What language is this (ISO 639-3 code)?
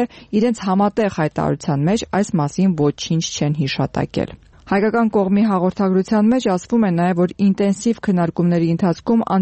hye